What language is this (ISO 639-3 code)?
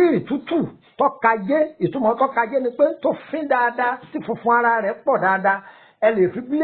yor